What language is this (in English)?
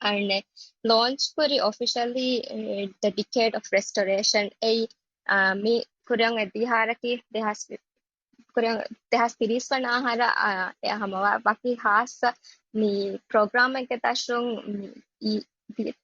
Divehi